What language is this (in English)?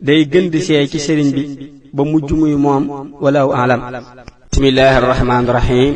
Wolof